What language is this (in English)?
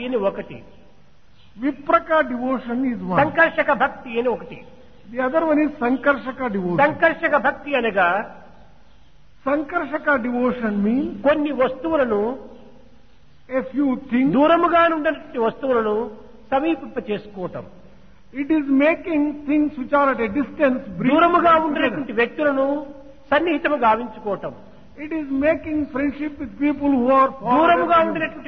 Telugu